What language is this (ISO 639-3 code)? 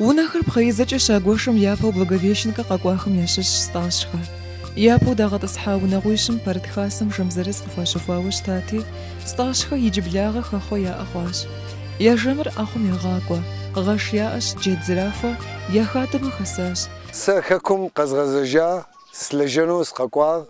kbd